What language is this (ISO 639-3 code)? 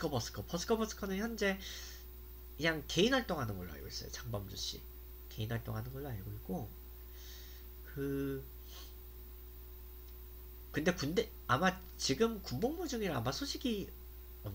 kor